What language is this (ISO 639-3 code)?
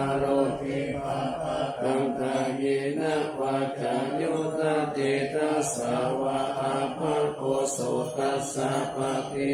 pli